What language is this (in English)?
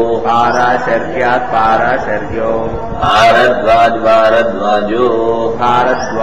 Sanskrit